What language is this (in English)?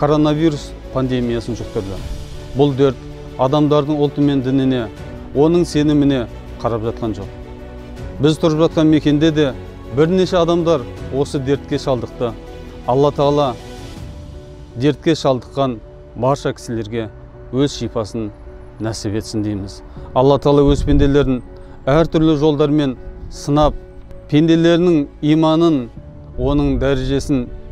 Kazakh